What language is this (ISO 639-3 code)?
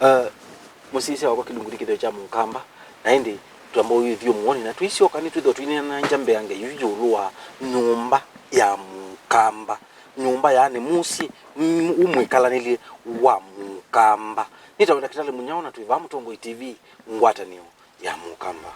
kam